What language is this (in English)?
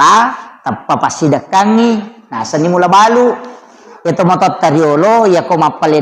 Buginese